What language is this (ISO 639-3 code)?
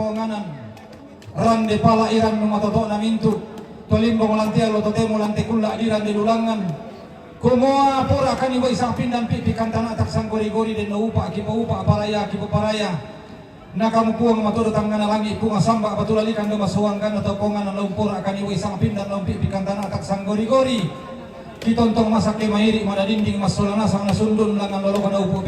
sda